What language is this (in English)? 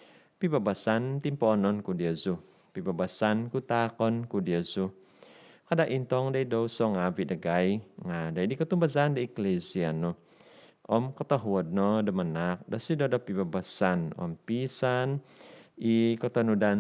Central Dusun